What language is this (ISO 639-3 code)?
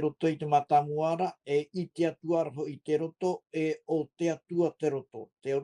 tah